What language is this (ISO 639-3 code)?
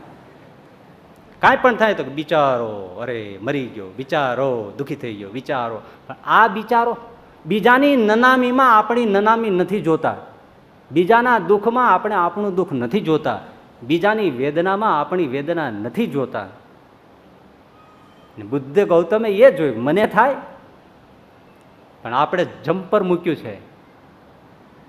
guj